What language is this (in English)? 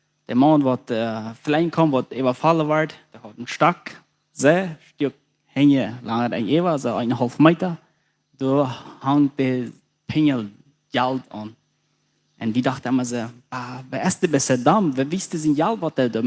Plautdietsch